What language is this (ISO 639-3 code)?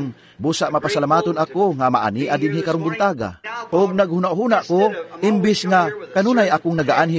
ceb